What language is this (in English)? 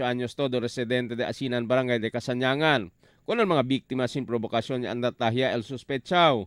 Chavacano